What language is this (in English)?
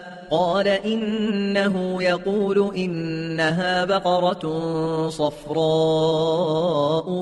Arabic